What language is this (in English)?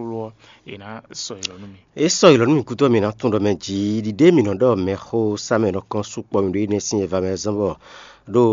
Fon